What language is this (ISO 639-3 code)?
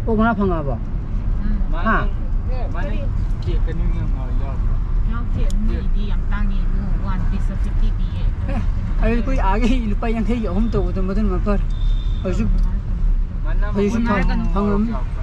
mni